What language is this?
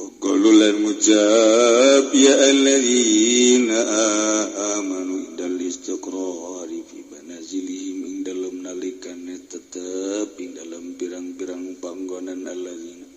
Sundanese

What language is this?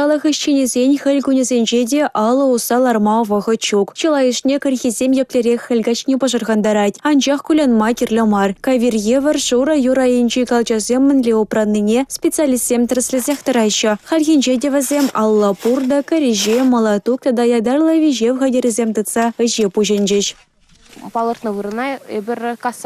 Chuvash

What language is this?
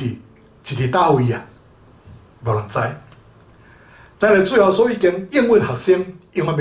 Min Nan Chinese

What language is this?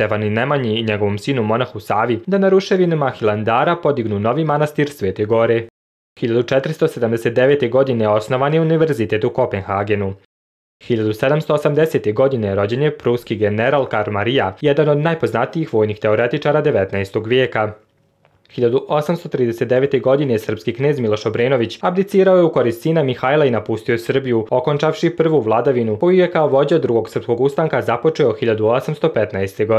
Serbian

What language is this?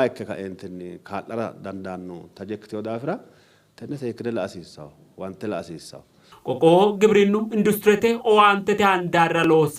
Sidamo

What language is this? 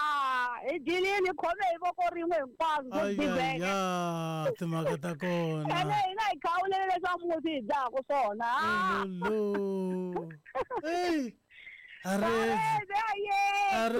Tsonga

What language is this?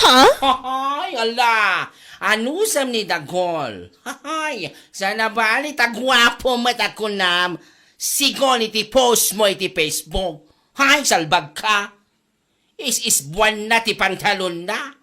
Iloko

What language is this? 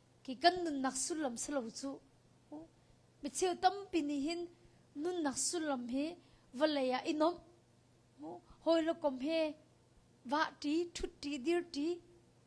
Hakha Chin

